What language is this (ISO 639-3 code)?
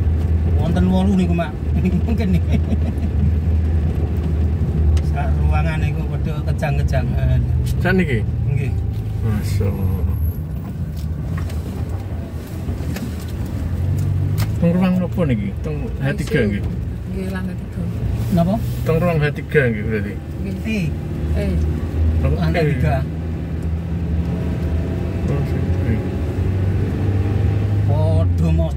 jav